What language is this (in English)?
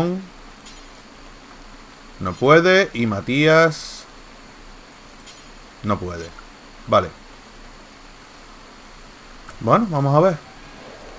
Spanish